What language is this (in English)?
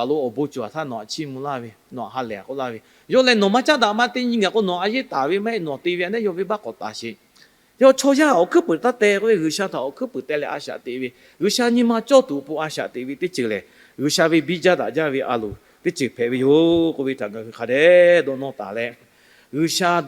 Lahu